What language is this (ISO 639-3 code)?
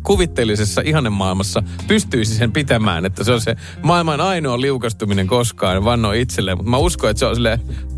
fin